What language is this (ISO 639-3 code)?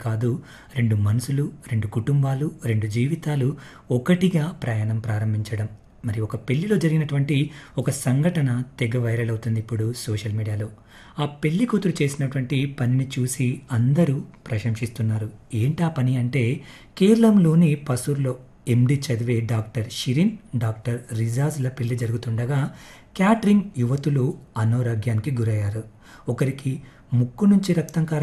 tel